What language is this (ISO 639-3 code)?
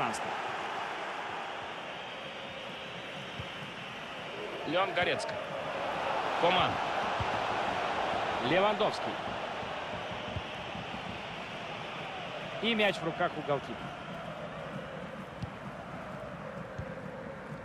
rus